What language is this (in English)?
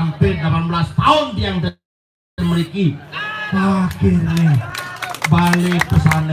Balinese